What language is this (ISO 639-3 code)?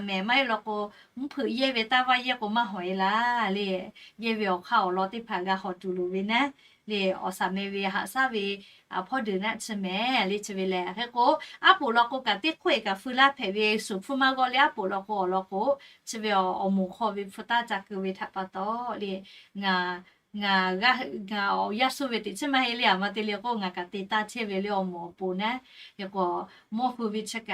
lhu